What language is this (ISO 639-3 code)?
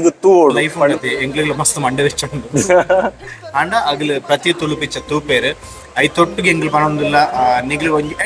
tcy